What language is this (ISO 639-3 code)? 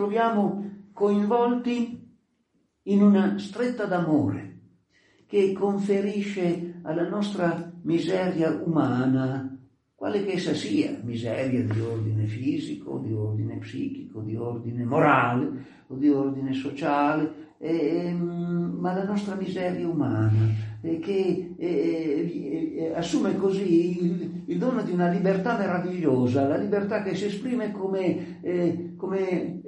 ita